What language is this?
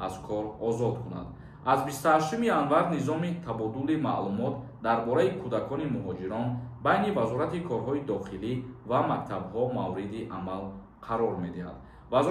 Tajik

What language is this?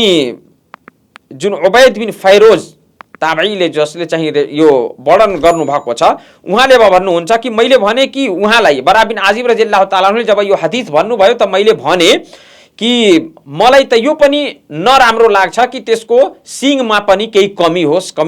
Nepali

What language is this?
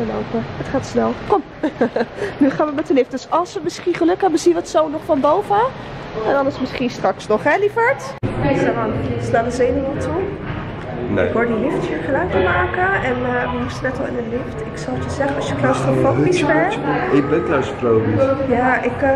Dutch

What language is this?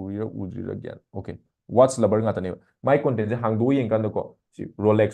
Manipuri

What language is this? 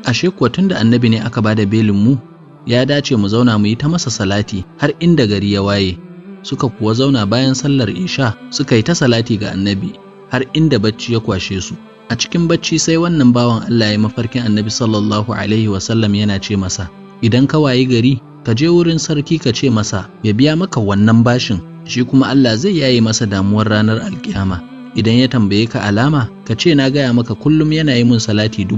Hausa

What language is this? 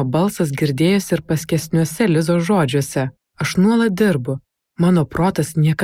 Lithuanian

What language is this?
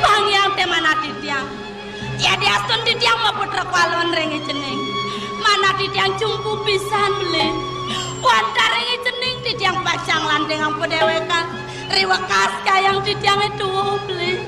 Balinese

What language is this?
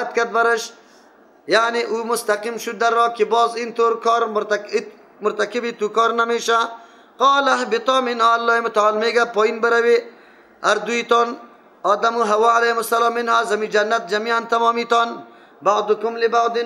Persian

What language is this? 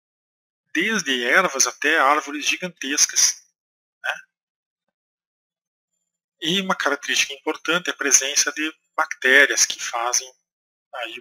Portuguese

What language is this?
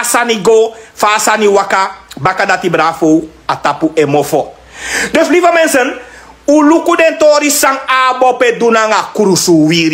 Sranan Tongo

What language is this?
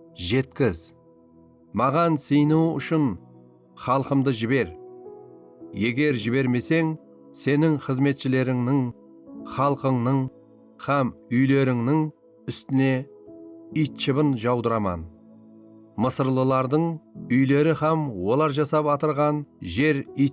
Kara-Kalpak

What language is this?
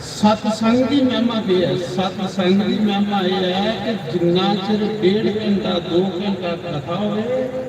Dogri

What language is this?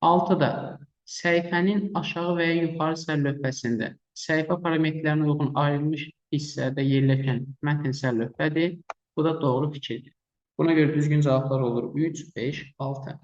Azerbaijani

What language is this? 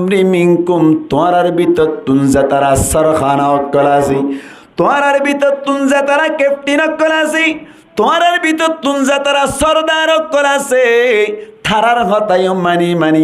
Rohingya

